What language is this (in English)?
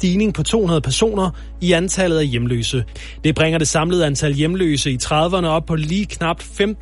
Danish